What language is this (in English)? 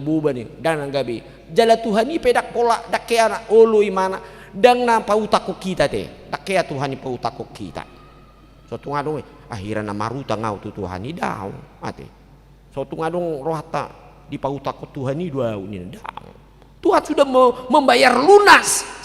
Batak Toba